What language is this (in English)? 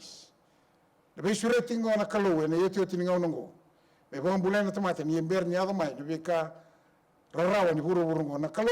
Fijian